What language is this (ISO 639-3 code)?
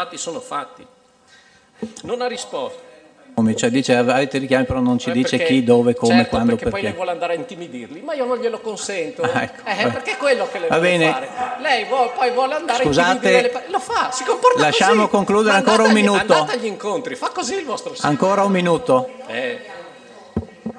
ita